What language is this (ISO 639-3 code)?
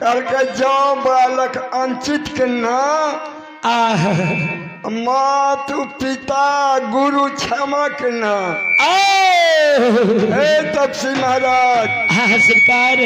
mai